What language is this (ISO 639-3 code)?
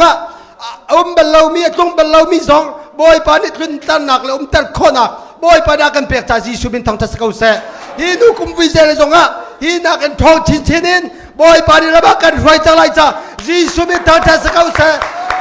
cnh